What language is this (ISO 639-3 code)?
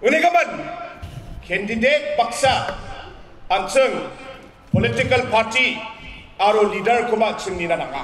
grt